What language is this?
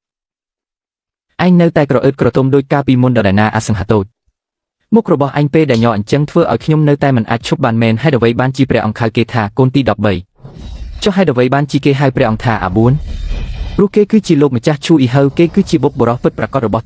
Khmer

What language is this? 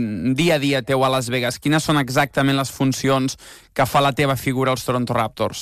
Catalan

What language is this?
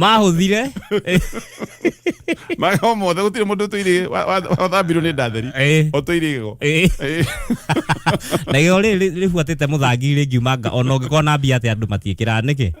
Kikuyu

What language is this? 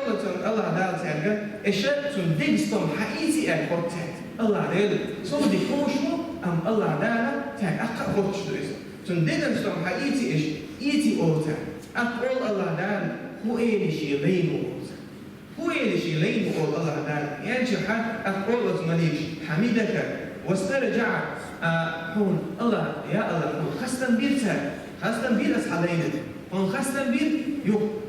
Chechen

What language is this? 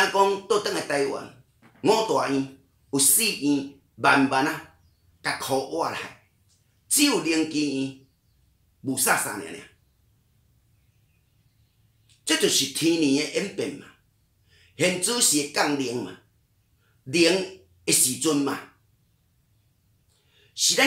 Min Nan Chinese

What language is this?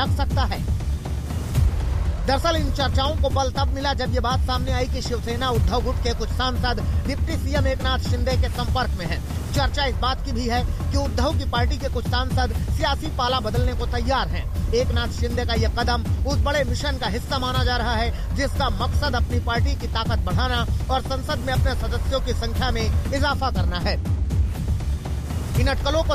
Hindi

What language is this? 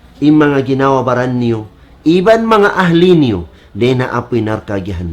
Tausug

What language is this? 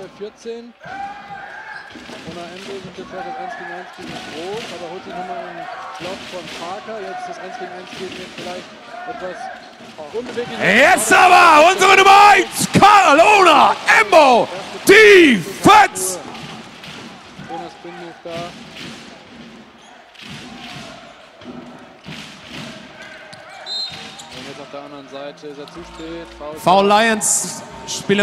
German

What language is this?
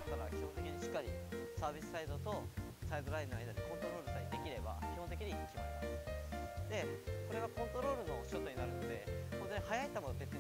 Japanese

